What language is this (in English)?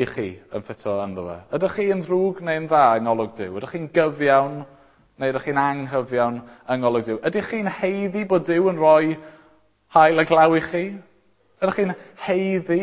Welsh